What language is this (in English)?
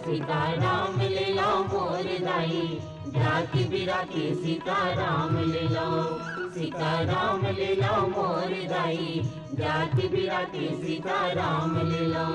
Chhattisgarhi